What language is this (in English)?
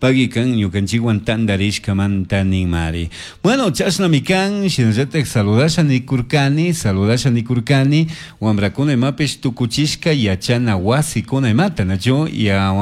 Chimborazo Highland Quichua